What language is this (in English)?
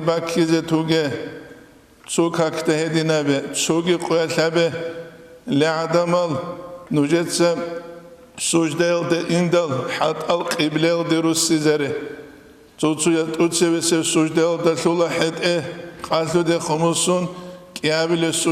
Avaric